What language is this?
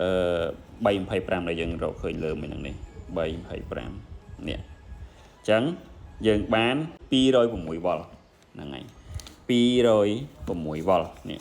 Khmer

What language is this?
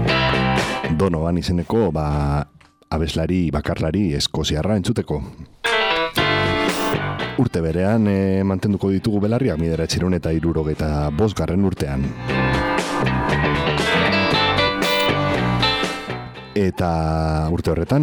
Basque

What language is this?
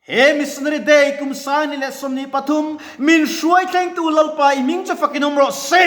Mizo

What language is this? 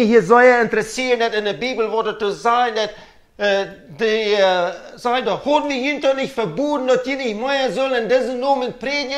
Plautdietsch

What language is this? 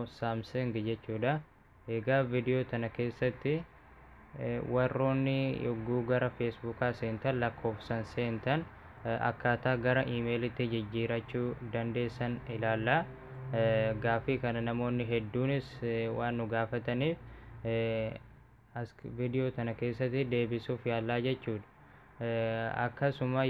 Oromo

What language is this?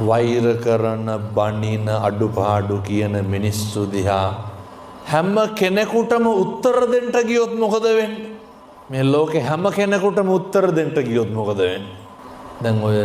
Sinhala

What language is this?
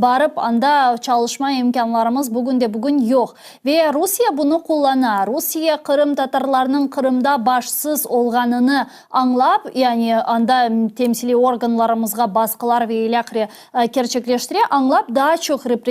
Crimean Tatar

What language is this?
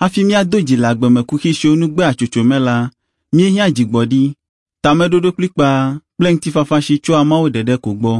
Ewe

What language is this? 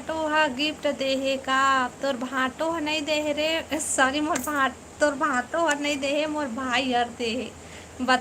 Chhattisgarhi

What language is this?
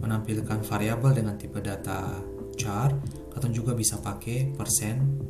Ambonese Malay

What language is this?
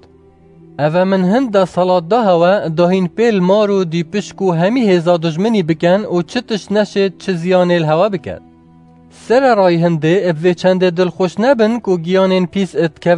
Kurdish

